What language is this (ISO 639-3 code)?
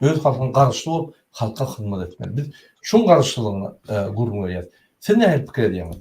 tuk